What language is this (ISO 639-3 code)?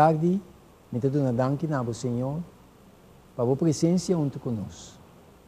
pap